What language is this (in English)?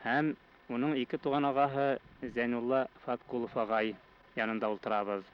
Bashkir